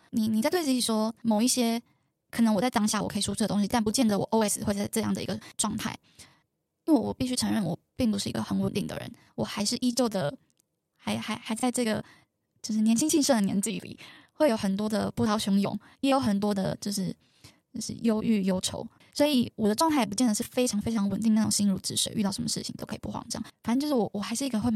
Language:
Chinese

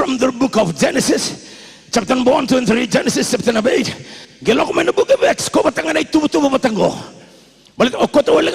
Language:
Fijian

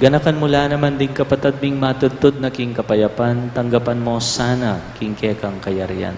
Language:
Pampanga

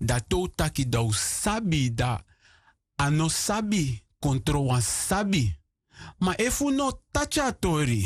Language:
Sranan Tongo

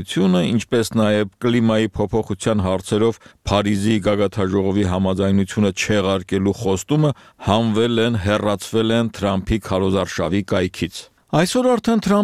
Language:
Armenian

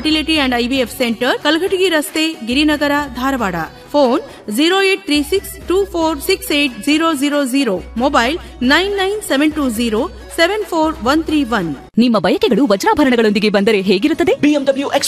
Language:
Kannada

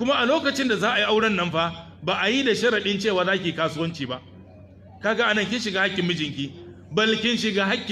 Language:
Hausa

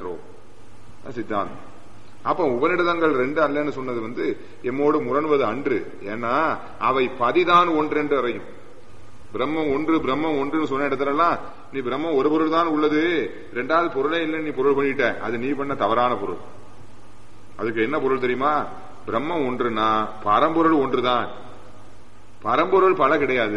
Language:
Tamil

